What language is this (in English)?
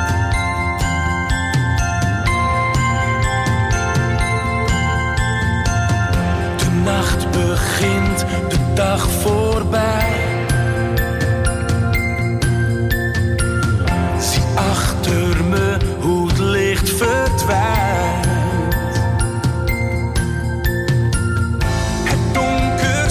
Dutch